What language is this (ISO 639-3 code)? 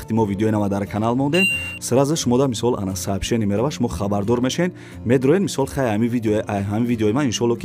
tgk